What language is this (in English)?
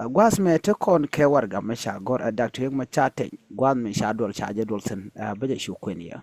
Nuer